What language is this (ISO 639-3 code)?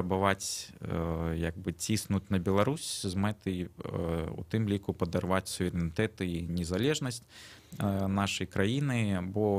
bel